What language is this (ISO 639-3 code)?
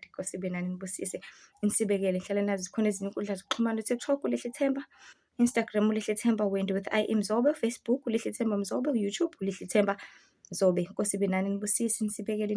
zul